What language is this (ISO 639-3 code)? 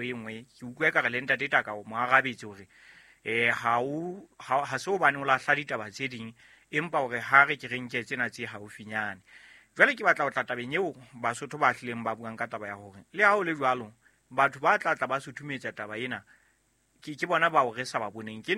sot